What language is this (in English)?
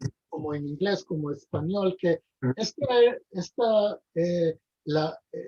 Ladino